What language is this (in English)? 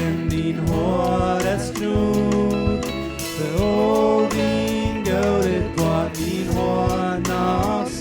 Plautdietsch